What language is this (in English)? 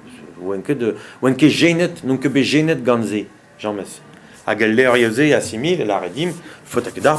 Breton